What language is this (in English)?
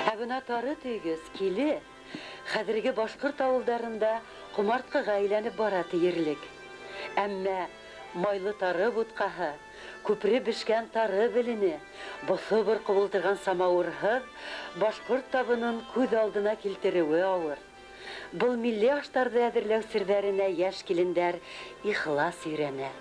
Bashkir